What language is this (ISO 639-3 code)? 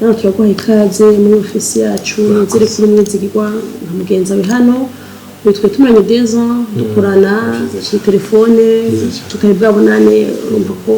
run